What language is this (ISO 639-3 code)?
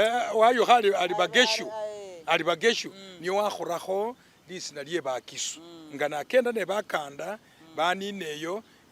myx